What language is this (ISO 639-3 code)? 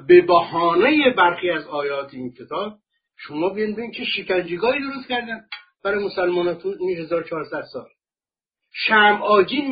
fas